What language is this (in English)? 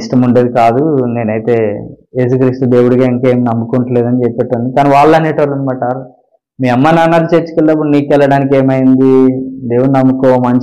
Telugu